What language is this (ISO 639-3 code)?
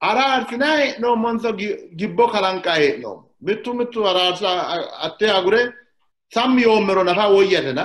sid